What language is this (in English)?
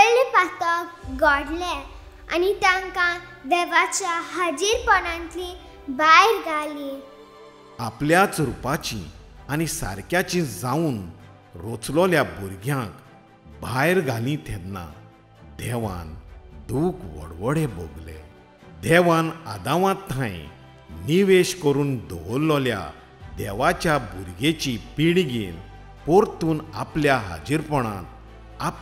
Konkani